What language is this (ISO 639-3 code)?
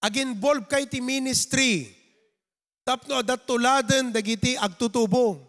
ilo